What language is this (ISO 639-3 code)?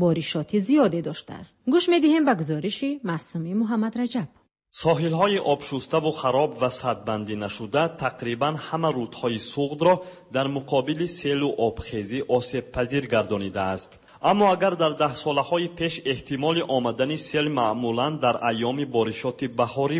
fas